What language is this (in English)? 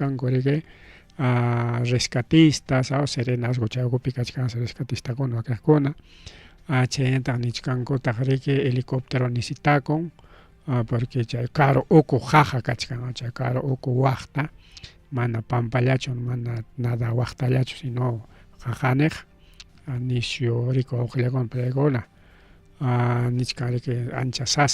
Ayacucho Quechua